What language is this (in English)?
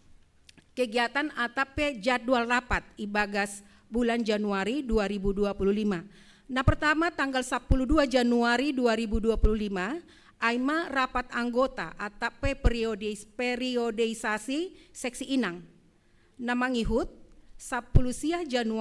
Batak Simalungun